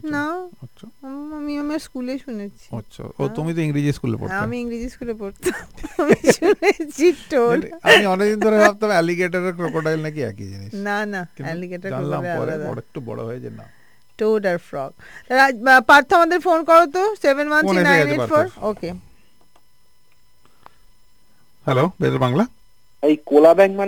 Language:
Bangla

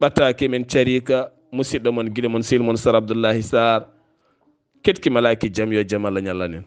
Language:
Fula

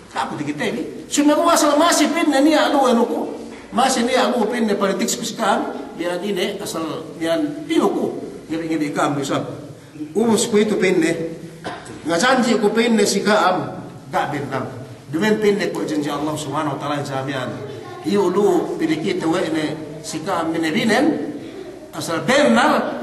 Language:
Yakan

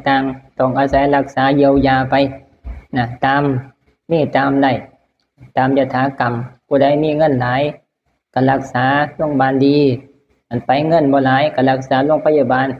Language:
Northeastern Thai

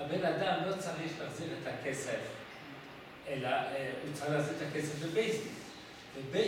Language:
Hebrew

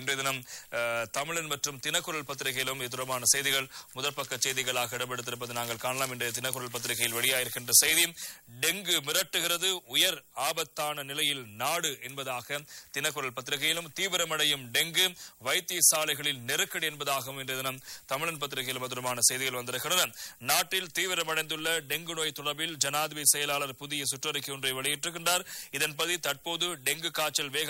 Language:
Tamil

